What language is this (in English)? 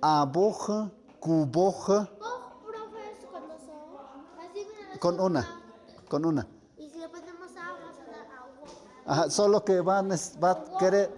Tlahuitoltepec Mixe